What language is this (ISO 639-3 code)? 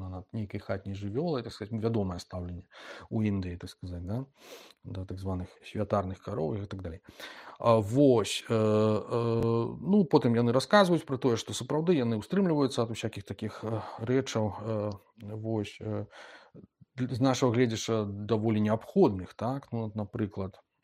bel